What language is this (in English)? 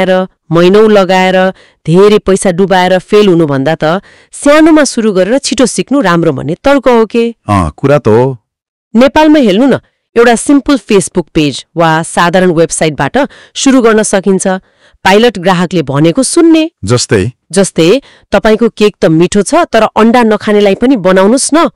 Nepali